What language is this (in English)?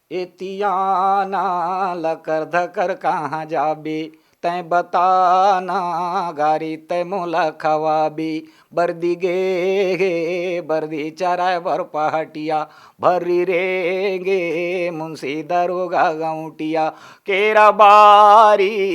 Chhattisgarhi